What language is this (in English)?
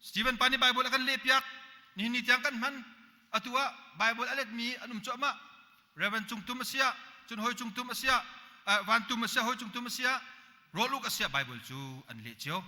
Hakha Chin